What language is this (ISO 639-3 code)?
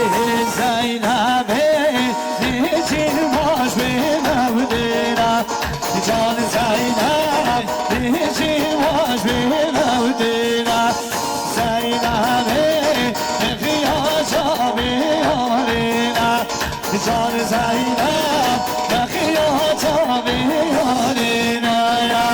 kur